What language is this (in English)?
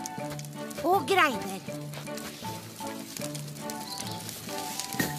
Norwegian